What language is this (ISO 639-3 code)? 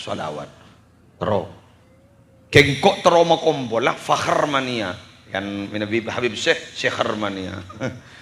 mad